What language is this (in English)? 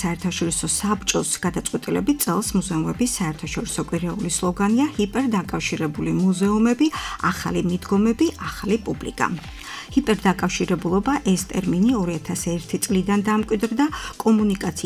Georgian